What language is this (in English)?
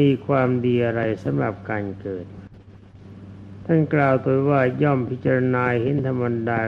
Thai